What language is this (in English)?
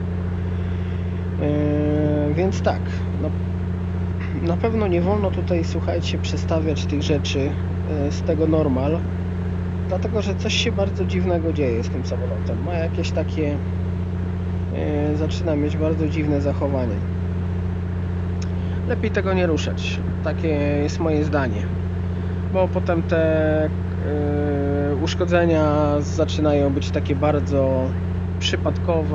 Polish